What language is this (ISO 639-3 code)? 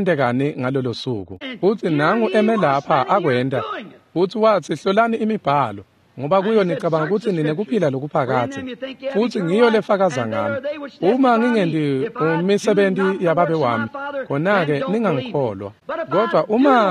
ssw